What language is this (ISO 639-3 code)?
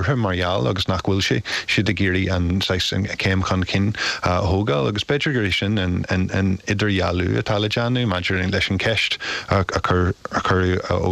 gle